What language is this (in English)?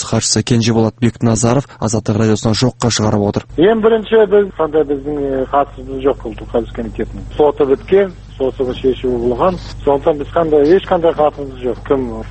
Kazakh